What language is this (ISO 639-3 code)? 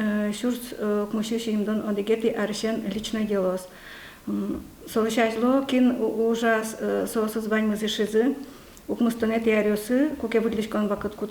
udm